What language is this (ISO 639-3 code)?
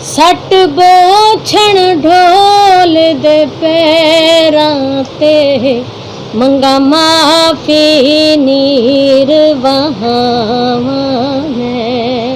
skr